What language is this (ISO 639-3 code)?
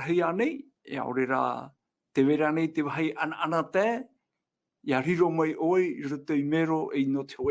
tah